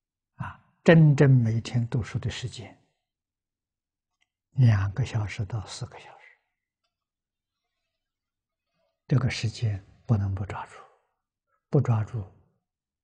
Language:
Chinese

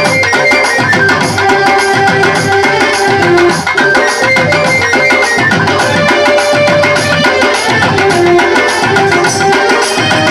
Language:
Tamil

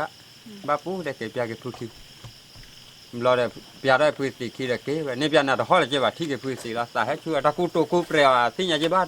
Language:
S'gaw Karen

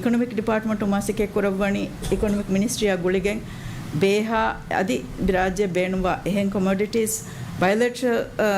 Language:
Divehi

